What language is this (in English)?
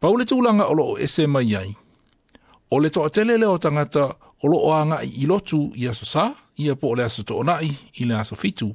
Samoan